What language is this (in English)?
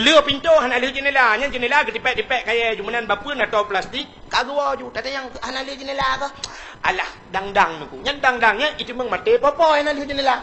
Achinese